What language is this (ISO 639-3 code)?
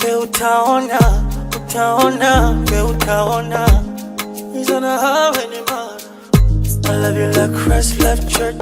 nya